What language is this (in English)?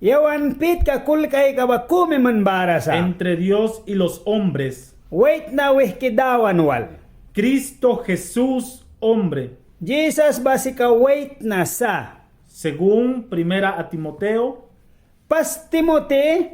Mískito